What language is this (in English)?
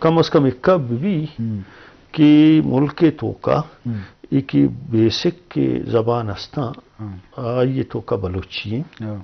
Eastern Balochi